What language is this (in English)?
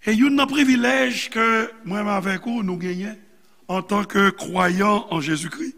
Haitian Creole